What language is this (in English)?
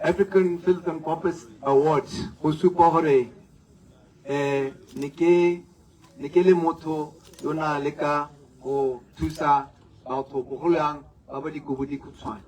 Tswana